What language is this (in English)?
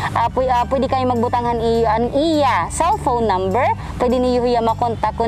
Waray